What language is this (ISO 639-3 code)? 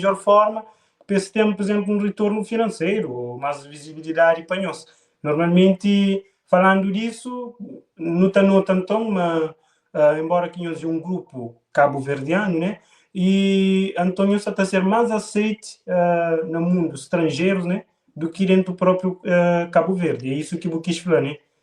kea